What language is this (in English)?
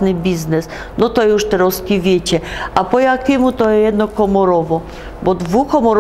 Silesian